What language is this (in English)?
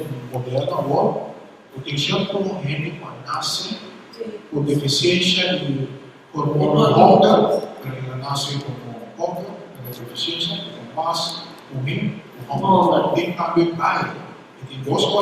Papiamento